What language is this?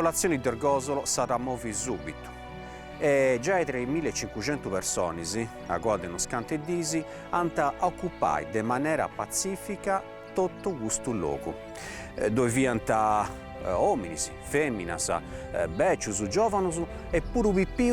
Sardinian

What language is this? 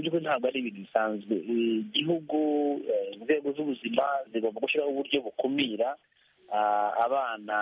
Kinyarwanda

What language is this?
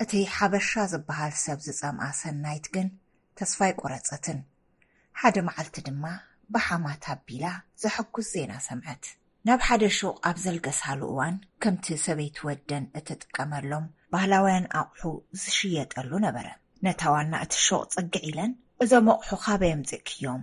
Tigrinya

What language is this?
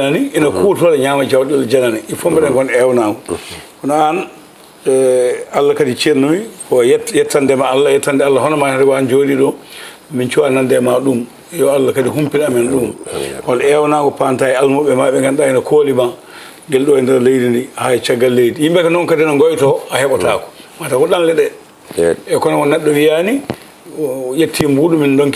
Fula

